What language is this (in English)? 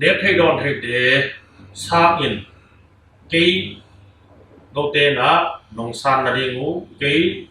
Tedim Chin